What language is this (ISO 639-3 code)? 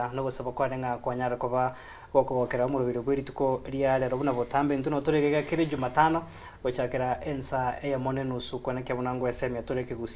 guz